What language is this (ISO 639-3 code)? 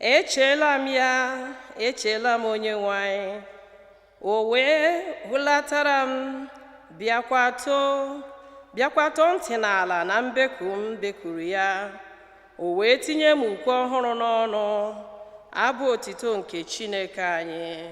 ibo